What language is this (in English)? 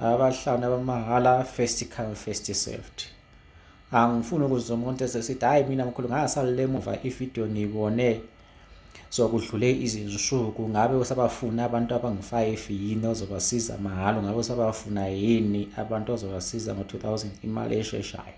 Zulu